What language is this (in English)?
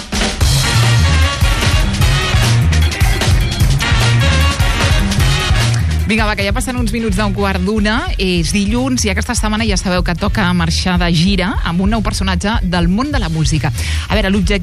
Catalan